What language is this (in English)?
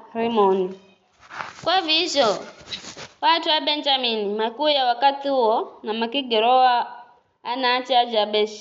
Giryama